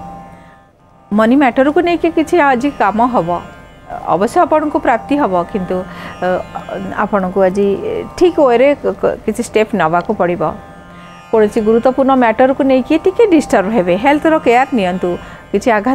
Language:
Odia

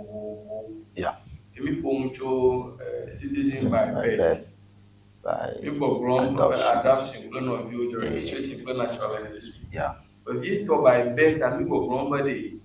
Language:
Ewe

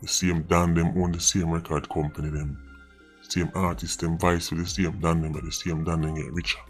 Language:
Jamaican Creole English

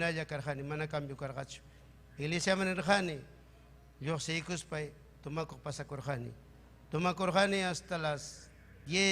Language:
Ayacucho Quechua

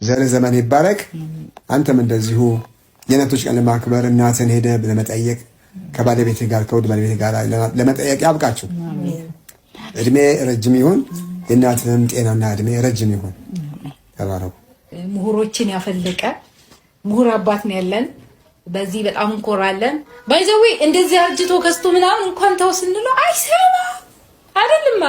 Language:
Amharic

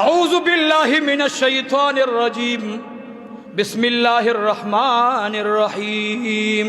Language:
Pashto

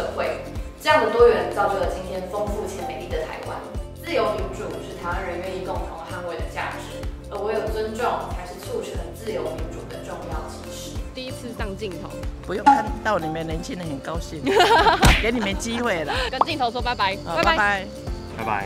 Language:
Chinese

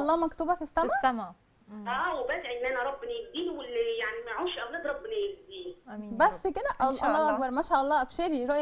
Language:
Egyptian Arabic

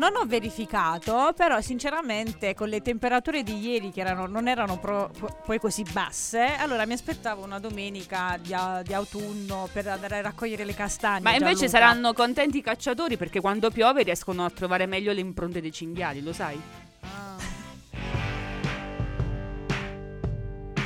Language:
Italian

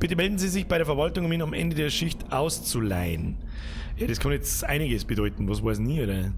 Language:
Bavarian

